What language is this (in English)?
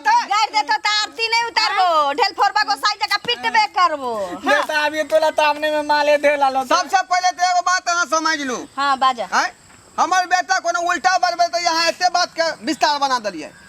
Maithili